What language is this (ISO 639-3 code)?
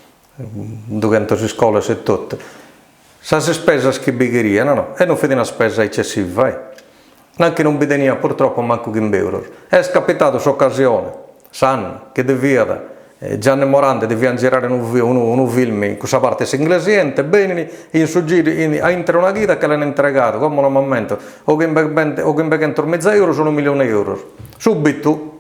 srd